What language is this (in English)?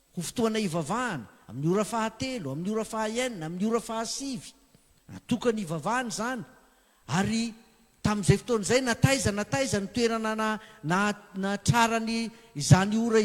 Malagasy